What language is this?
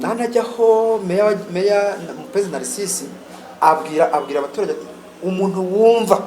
Kinyarwanda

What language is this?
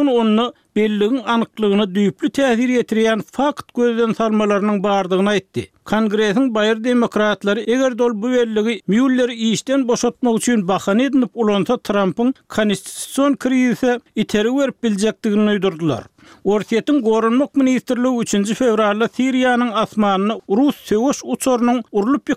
Turkmen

